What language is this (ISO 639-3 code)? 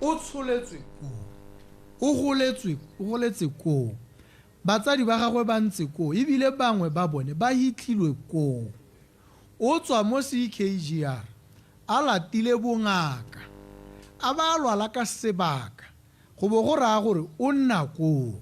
tsn